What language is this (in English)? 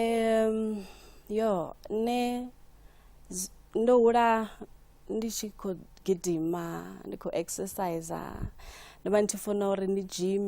Venda